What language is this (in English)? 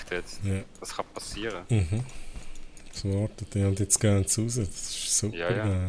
Swiss German